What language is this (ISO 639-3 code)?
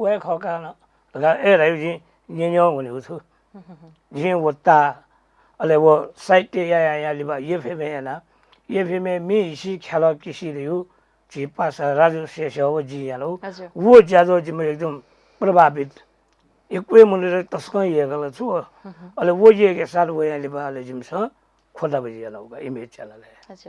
new